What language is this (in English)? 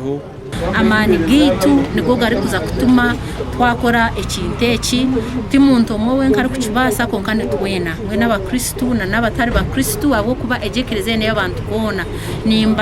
Nyankole